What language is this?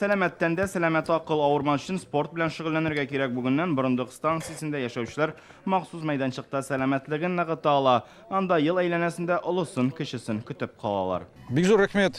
Tatar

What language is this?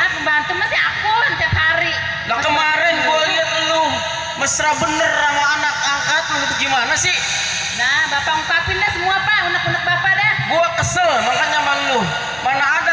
Betawi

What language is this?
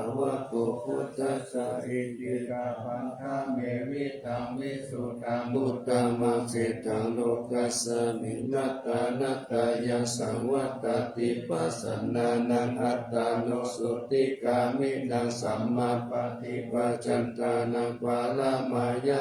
Pali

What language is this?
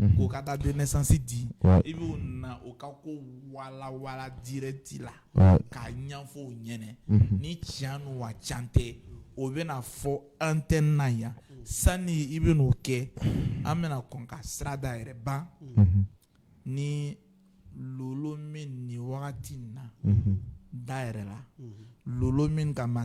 Bambara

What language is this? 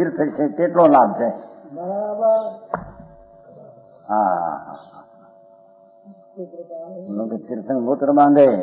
Gujarati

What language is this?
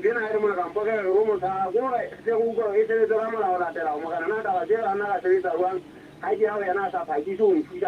Southern Sotho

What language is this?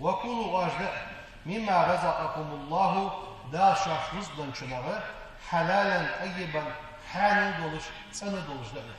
Ingush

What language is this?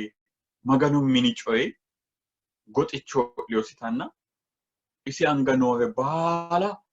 Sidamo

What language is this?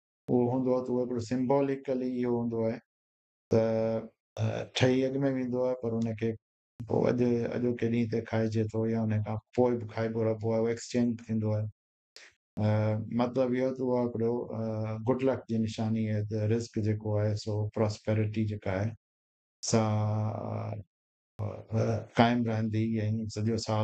Sindhi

